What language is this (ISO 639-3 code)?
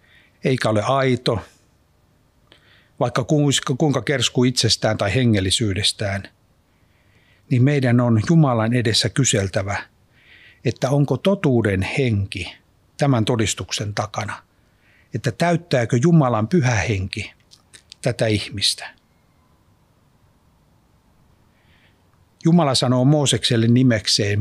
fin